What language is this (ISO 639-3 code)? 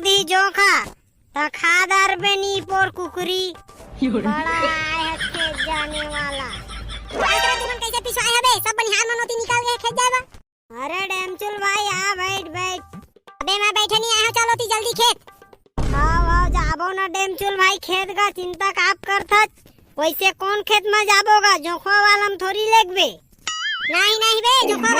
hne